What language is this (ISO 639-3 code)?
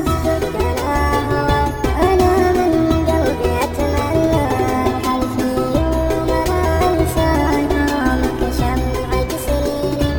ara